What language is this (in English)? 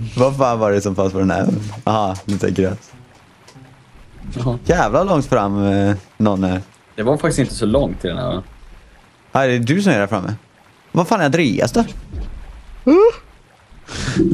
Swedish